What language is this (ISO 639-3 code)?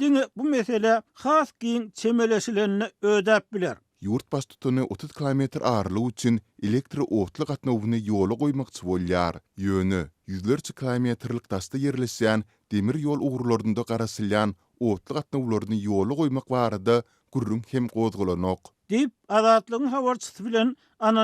tuk